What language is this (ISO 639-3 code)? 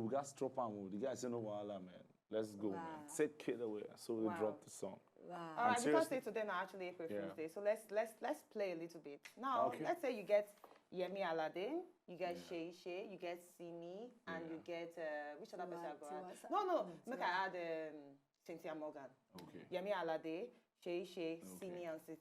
pcm